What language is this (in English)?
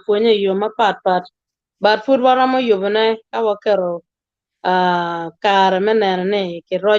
Acoli